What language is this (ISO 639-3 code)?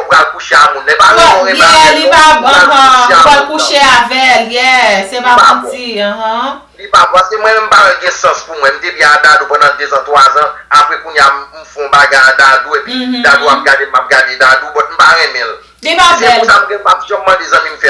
hat